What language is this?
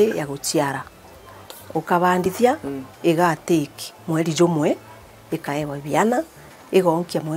Meru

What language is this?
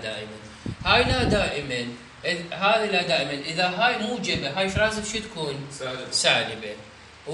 Mesopotamian Arabic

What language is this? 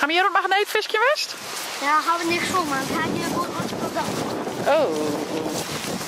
Western Frisian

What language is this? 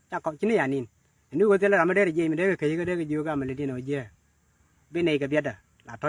Nuer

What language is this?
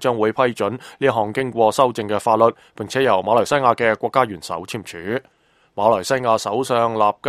Cantonese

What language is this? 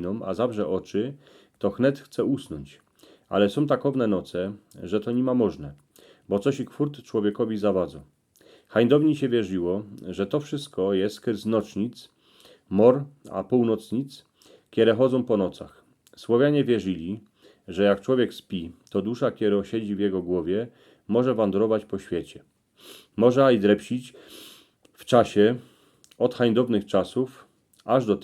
Silesian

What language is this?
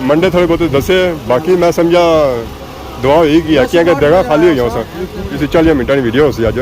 Pahari-Potwari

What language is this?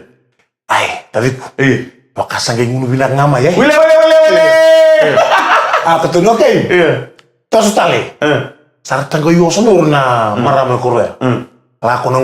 Fijian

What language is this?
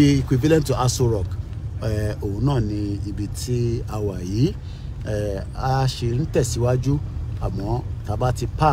Yoruba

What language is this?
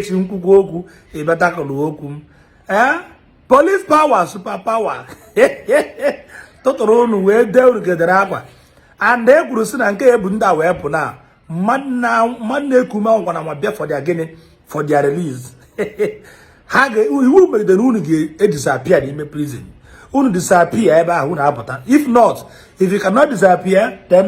Igbo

